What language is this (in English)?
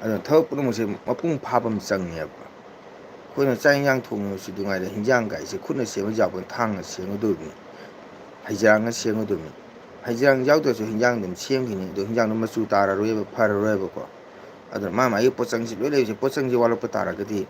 Manipuri